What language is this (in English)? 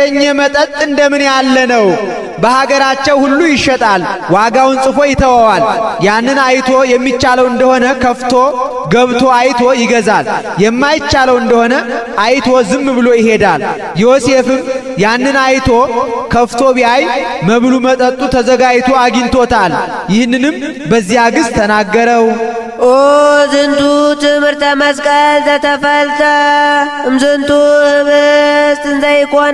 Amharic